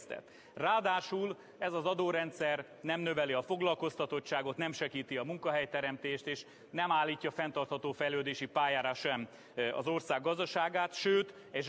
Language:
Hungarian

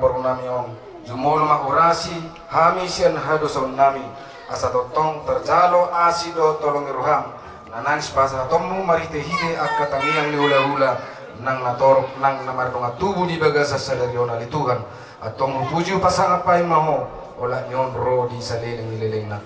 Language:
Batak Toba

